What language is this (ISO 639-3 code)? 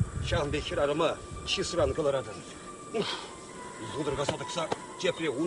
chv